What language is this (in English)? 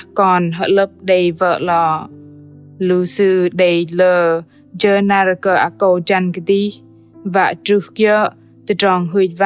Bahnar